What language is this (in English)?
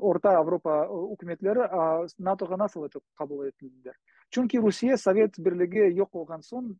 Crimean Tatar